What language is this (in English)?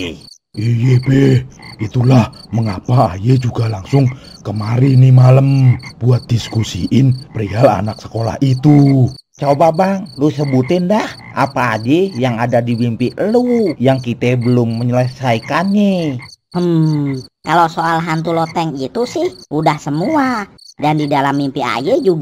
Betawi